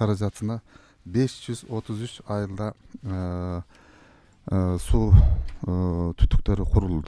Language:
Kyrgyz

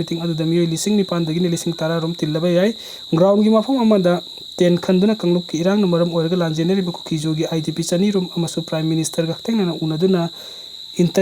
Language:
Manipuri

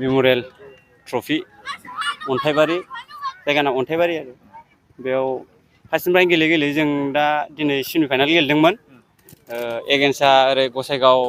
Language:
Bodo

